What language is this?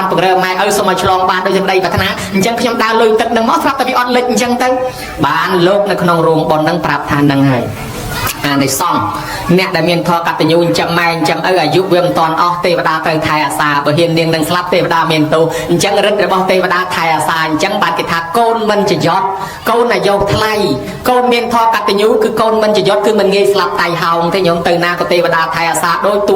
Khmer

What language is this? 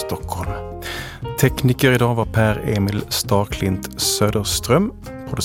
Swedish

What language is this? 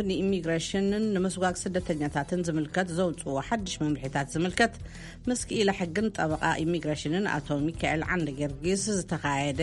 Tigrinya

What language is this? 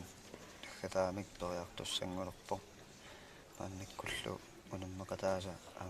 Kalaallisut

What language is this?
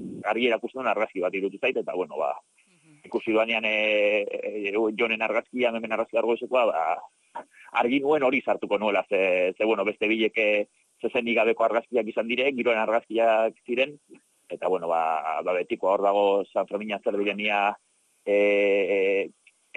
Basque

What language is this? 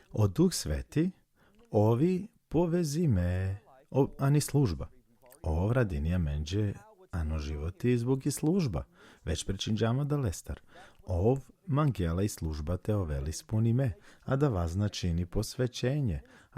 Balkan Romani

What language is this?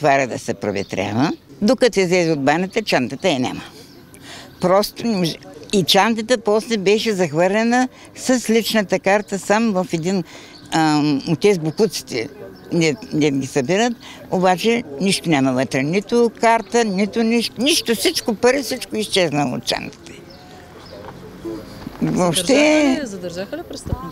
Bulgarian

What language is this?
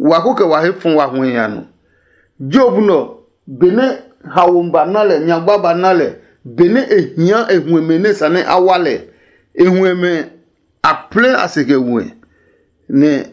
Adangme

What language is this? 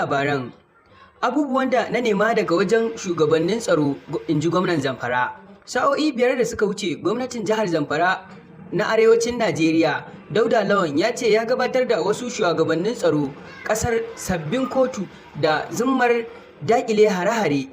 Hausa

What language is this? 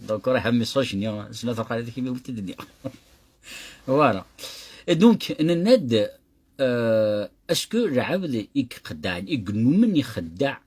Kabyle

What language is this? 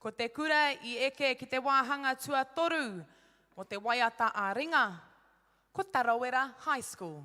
Māori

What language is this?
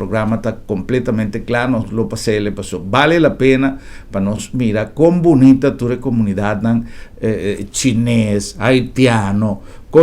Papiamento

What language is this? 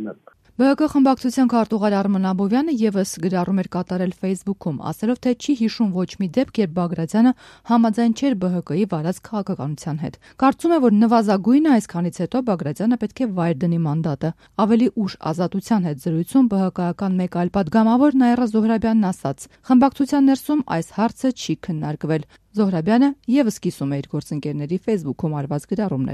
Armenian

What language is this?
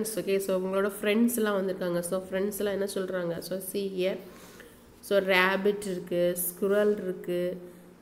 Tamil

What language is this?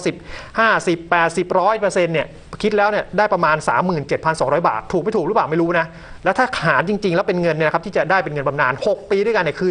Thai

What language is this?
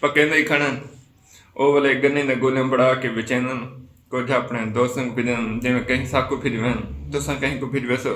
Saraiki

